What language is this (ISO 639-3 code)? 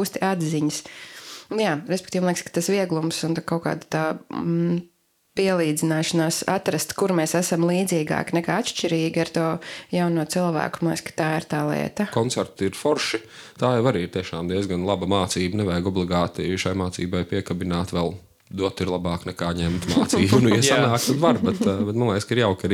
lav